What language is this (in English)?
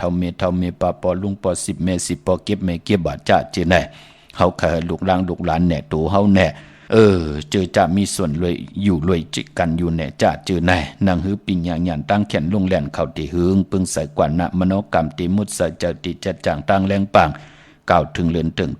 Shan